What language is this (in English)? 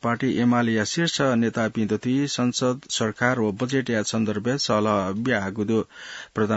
Newari